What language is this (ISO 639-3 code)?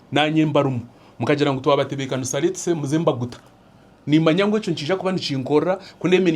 nyn